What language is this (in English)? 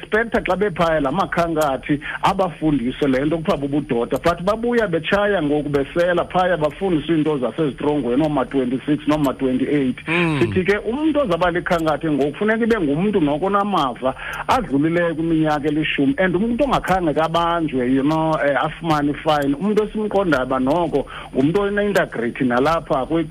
Xhosa